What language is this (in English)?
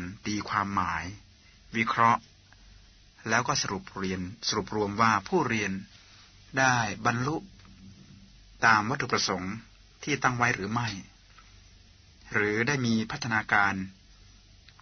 Thai